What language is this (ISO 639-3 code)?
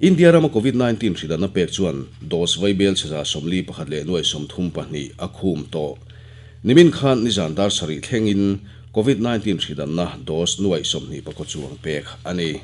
lus